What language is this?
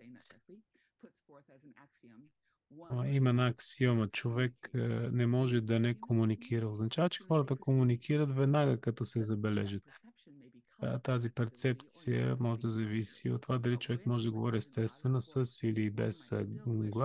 Bulgarian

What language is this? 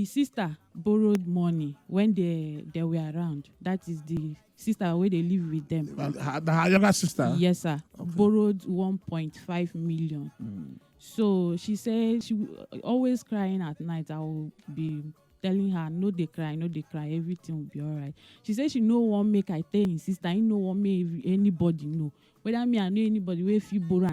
Nigerian Pidgin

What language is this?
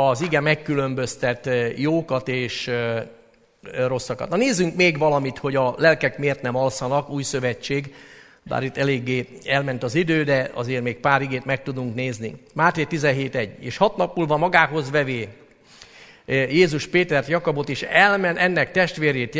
Hungarian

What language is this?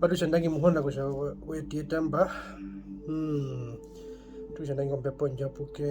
Herero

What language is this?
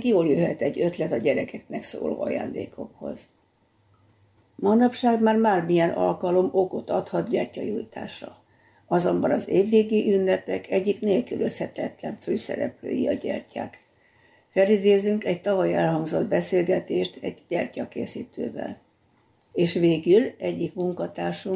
Hungarian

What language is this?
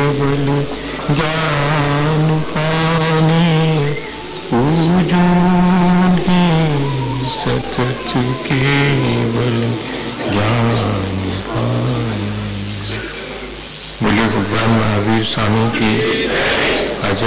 Hindi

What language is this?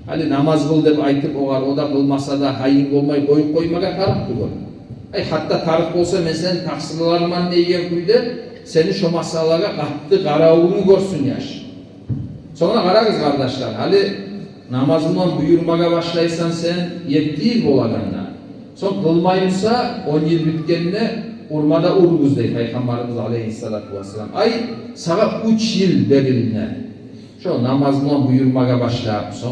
Kumyk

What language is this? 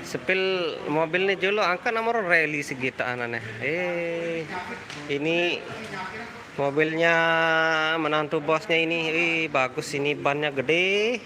Sasak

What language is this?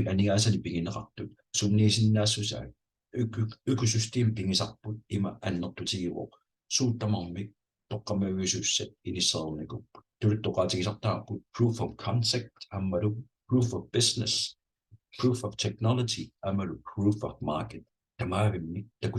Kalaallisut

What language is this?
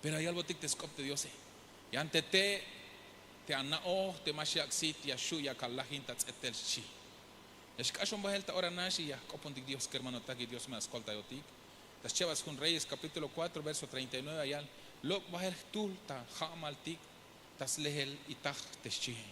Tzeltal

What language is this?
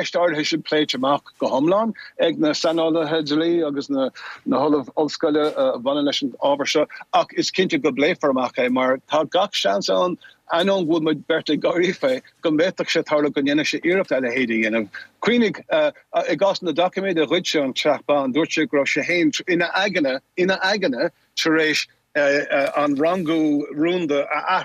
Irish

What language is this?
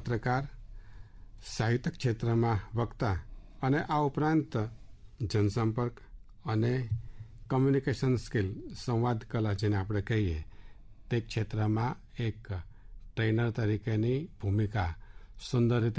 Gujarati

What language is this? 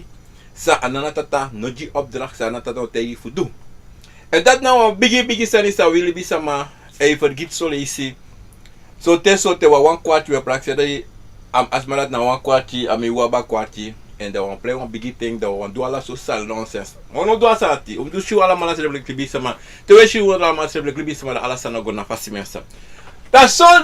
Sranan Tongo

